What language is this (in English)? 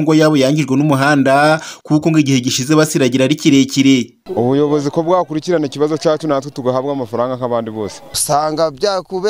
Kinyarwanda